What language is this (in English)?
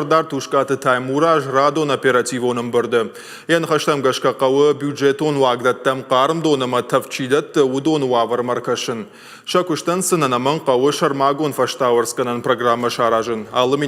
Ossetic